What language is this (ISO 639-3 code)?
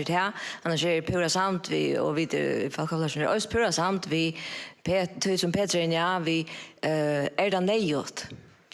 fao